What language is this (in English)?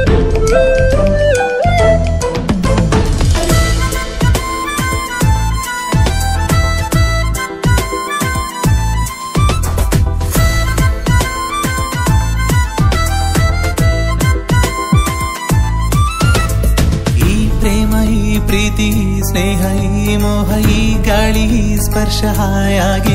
Kannada